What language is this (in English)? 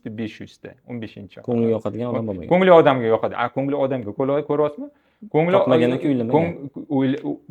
Uzbek